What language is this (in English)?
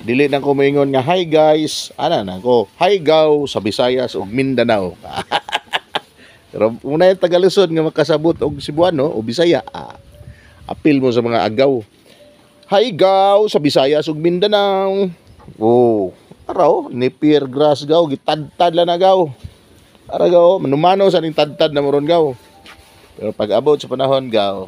Cebuano